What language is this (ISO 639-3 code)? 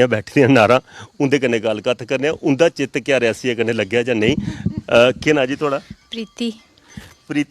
doi